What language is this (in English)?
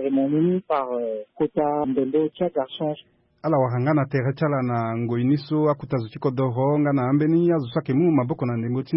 Sango